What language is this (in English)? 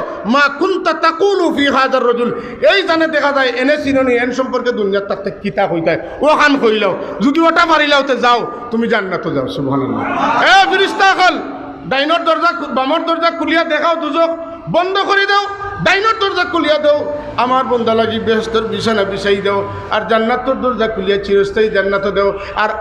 Sylheti